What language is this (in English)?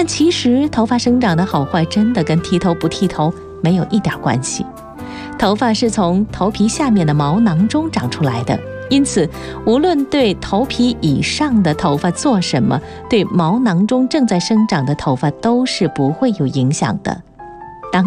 Chinese